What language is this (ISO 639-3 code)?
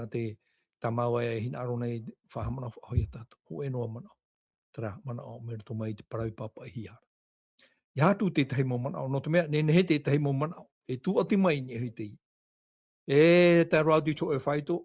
tah